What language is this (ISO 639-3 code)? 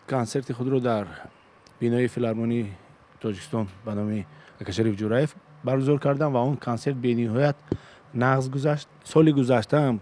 tgk